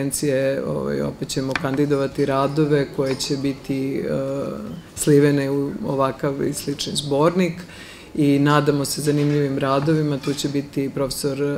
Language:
Serbian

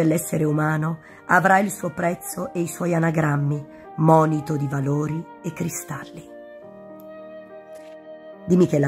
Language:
Italian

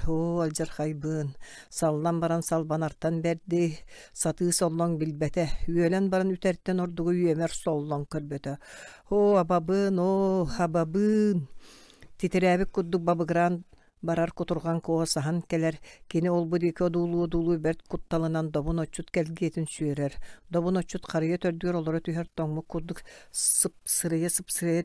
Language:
Yakut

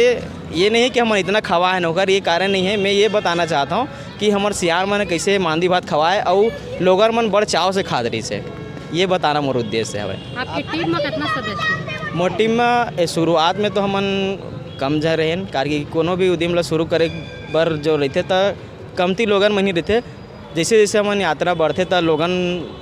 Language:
Chhattisgarhi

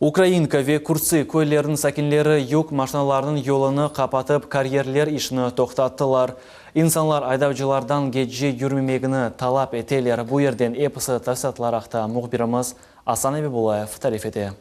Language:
Crimean Tatar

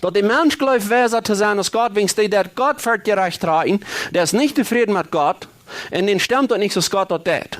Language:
Plautdietsch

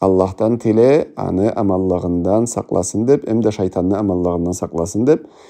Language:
Karachay-Balkar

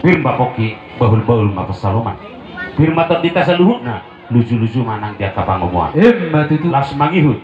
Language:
Batak Toba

